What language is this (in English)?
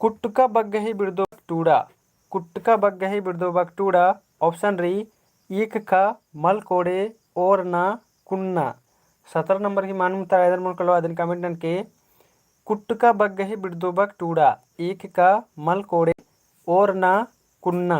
Kurukh